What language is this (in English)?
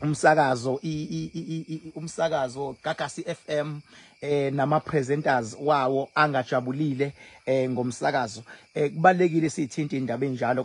Zulu